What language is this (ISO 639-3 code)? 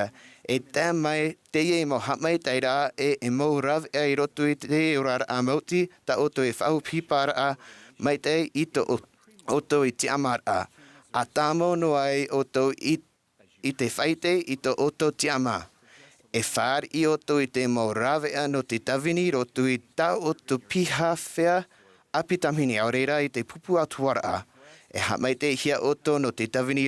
tah